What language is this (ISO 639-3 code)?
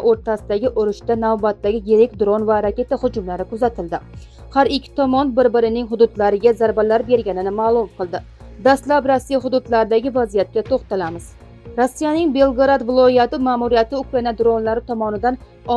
uzb